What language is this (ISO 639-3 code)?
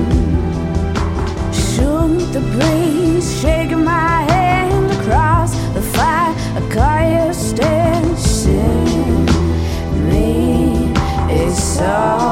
eng